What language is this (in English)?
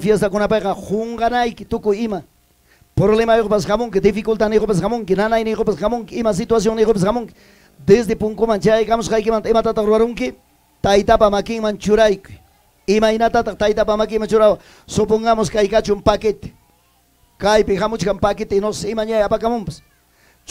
Ayacucho Quechua